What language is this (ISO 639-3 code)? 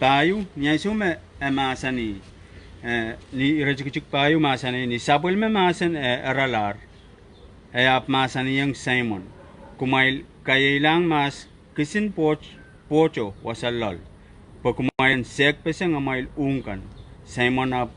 pon